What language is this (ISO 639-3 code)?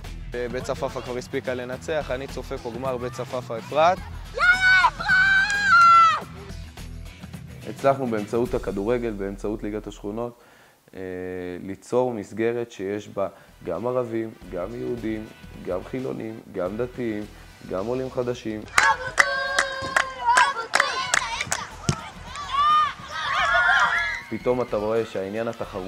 heb